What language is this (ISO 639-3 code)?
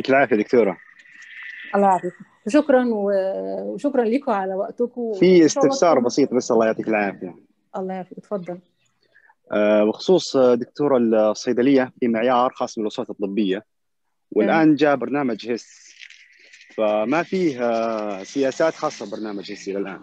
arz